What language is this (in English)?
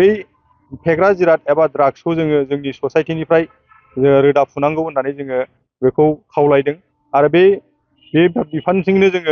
Bodo